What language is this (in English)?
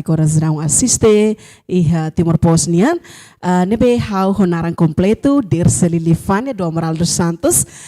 Tetum